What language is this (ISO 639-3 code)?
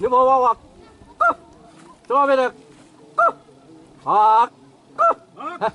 xav